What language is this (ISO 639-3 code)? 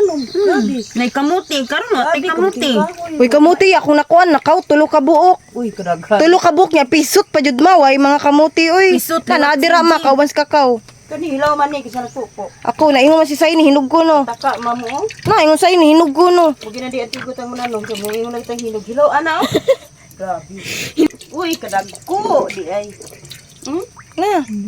ceb